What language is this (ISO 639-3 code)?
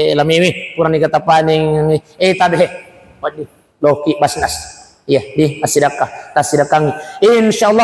bug